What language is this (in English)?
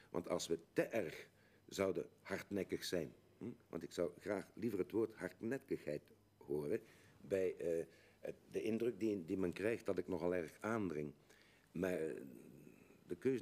Dutch